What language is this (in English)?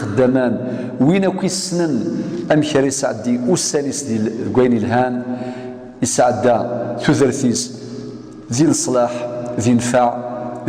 Kabyle